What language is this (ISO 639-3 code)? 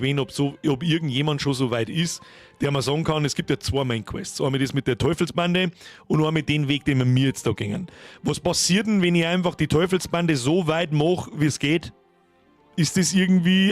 bar